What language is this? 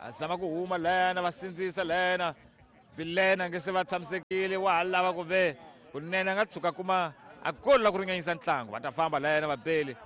Tsonga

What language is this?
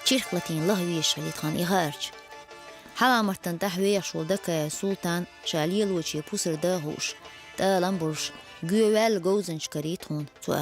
Chechen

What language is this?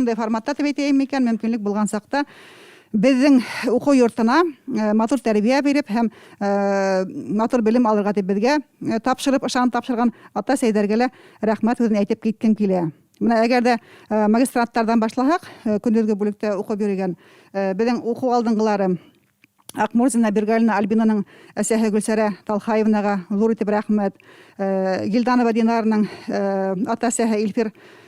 Bashkir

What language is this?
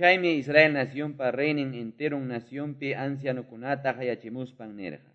Quechua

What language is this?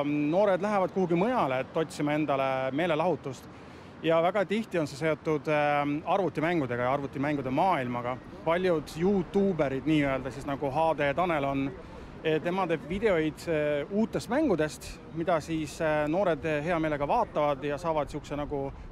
Estonian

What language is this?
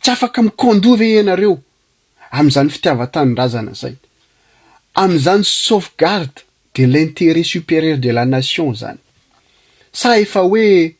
Malagasy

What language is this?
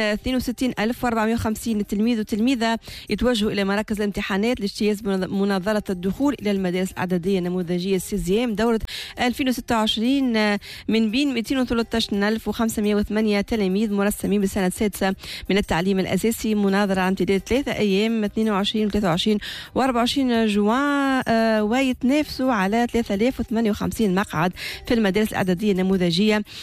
Tunisian Arabic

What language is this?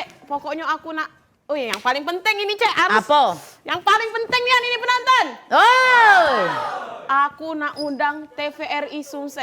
Musi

